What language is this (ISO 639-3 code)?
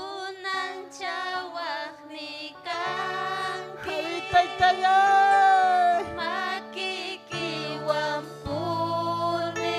quy